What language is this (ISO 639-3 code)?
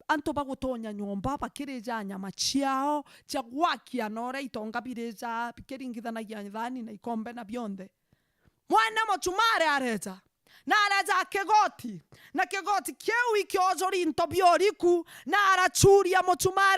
mer